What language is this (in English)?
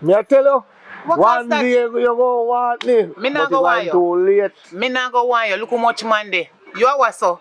Jamaican Creole English